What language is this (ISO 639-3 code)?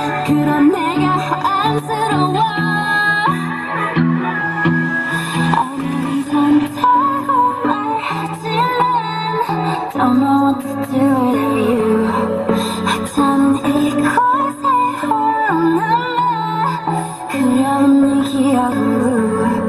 kor